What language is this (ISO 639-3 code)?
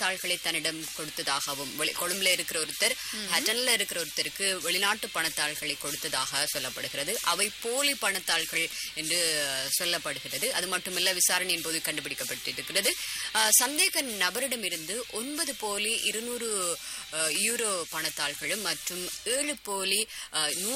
tam